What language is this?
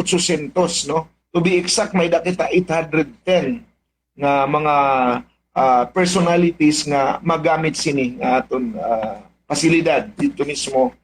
Waray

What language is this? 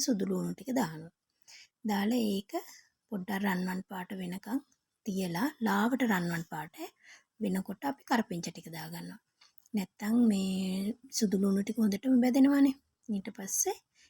Sinhala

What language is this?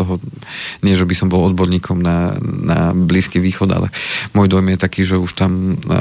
Slovak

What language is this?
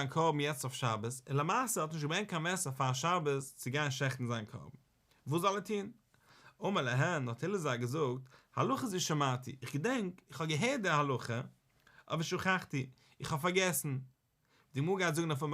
Yiddish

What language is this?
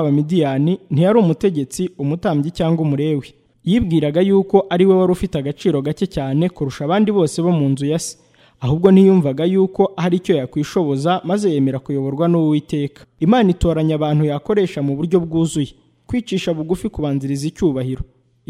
Kinyarwanda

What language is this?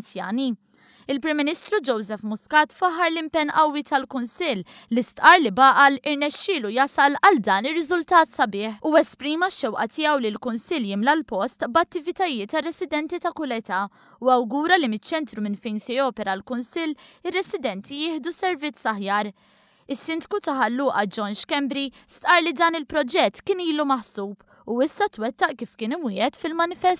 Maltese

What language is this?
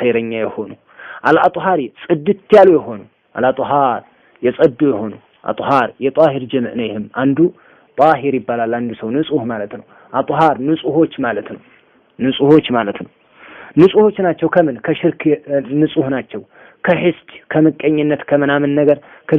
Amharic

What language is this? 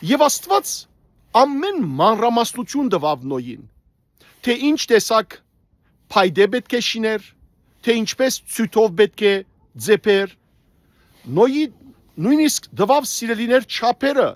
Western Armenian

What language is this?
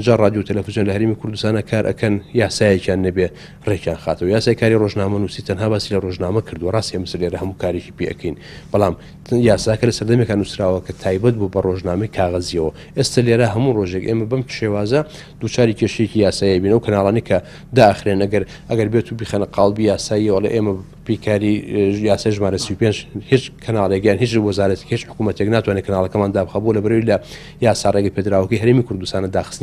Central Kurdish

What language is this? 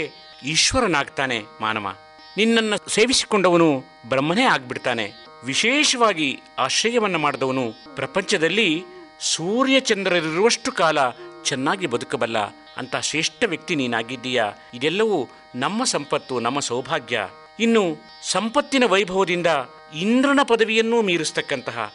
Kannada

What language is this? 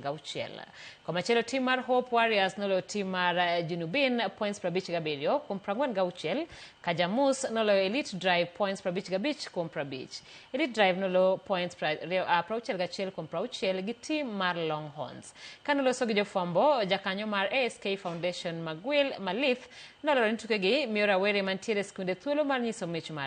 Luo (Kenya and Tanzania)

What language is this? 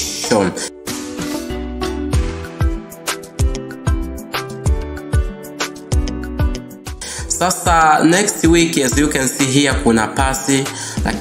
Swahili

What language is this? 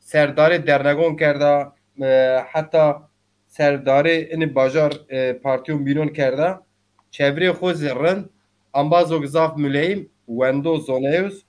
Zaza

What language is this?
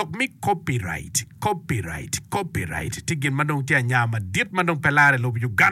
Acoli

